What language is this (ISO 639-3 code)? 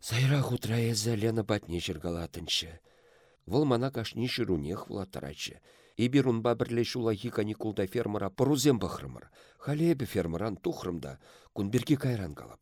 chv